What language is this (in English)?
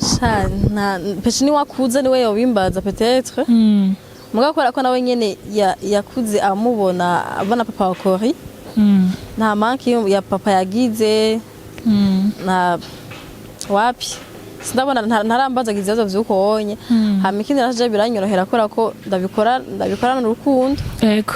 Rundi